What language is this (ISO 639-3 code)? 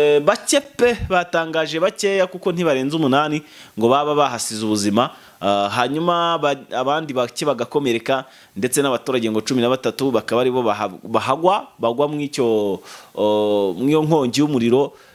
kin